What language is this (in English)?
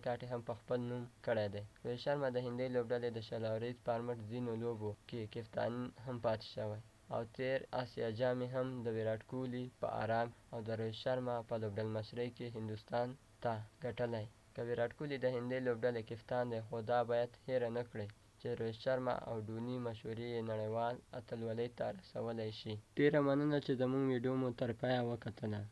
Pashto